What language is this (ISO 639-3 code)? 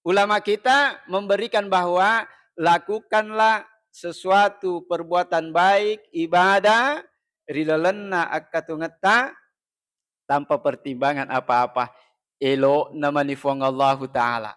bug